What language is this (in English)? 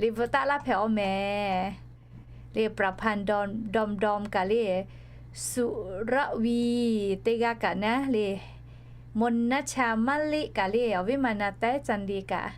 Lahu